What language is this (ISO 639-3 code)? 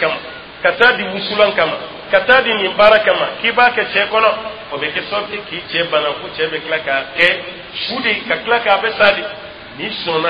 dyu